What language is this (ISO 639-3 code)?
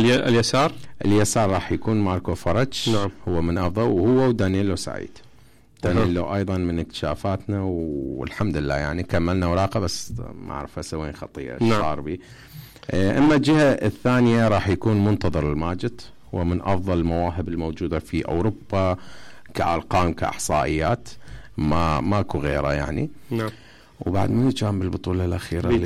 acm